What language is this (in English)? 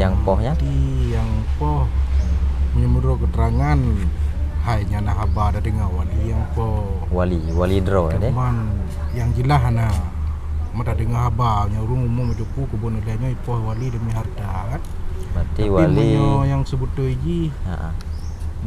Achinese